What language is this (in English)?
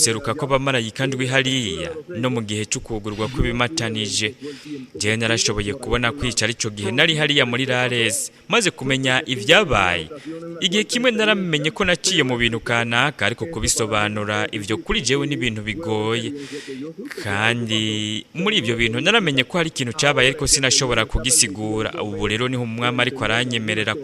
Rundi